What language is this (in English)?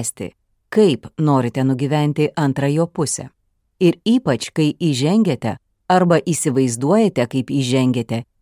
Lithuanian